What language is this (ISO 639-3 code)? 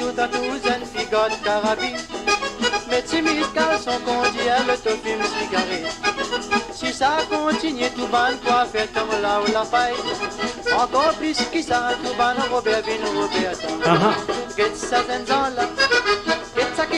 mfe